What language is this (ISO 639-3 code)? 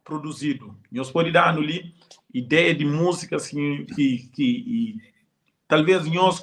kea